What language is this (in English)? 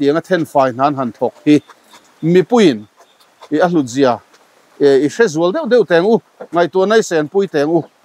Mizo